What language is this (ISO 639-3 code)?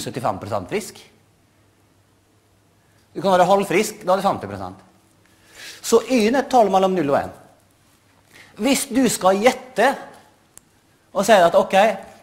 nor